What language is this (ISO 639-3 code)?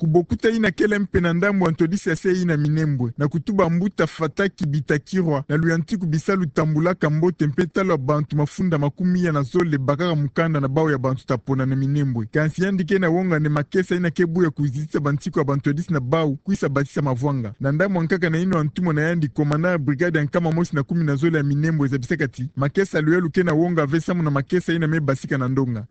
ktu